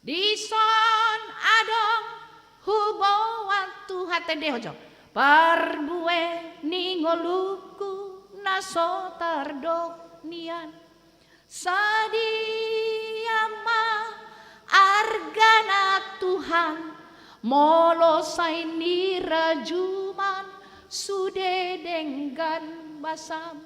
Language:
Batak Toba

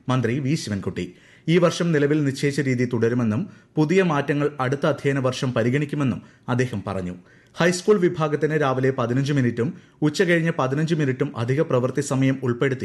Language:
Malayalam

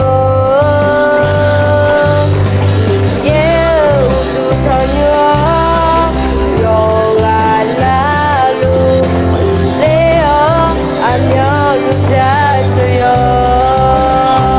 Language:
Akha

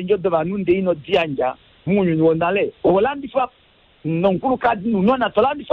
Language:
Kuanyama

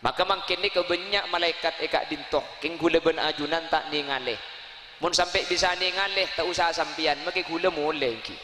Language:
Madurese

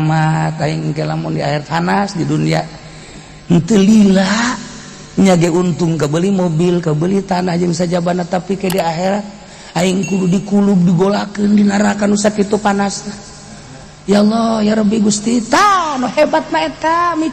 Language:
Sundanese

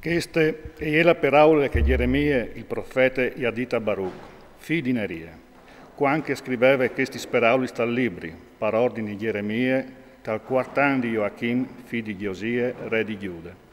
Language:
Friulian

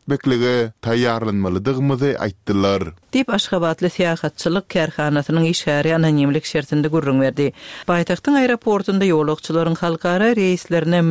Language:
Turkmen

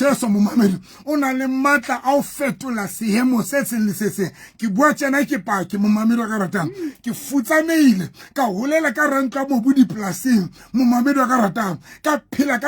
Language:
Southern Sotho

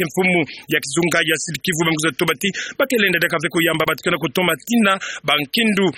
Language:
Kituba (Democratic Republic of Congo)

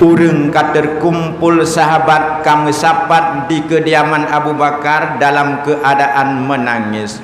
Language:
Achinese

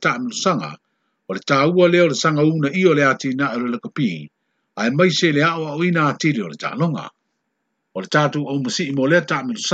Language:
Samoan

